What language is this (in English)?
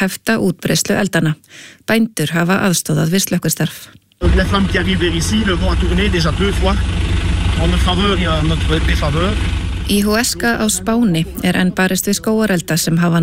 Icelandic